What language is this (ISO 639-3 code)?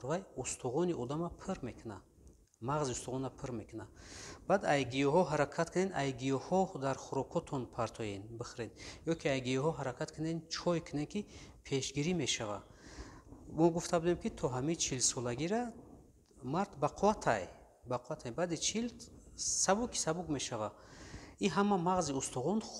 tgk